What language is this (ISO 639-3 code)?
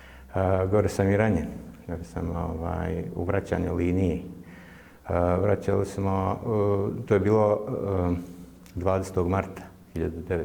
bos